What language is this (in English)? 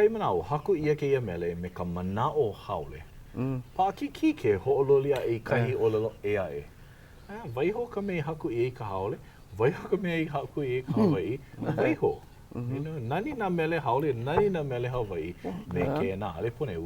Hawaiian